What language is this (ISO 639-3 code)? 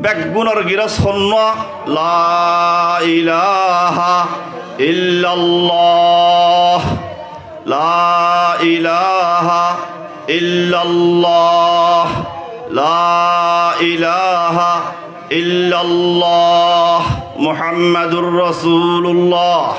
rhg